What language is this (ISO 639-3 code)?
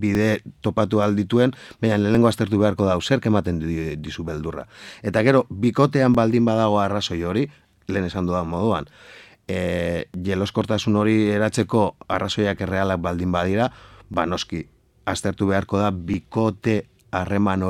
eus